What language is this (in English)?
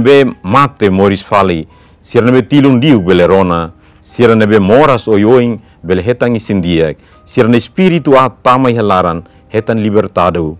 Tetum